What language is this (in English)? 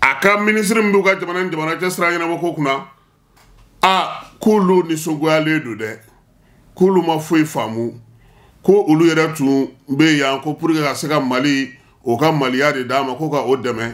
Bambara